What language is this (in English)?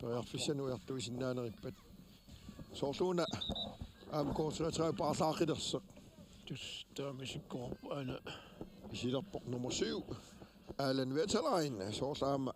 Kalaallisut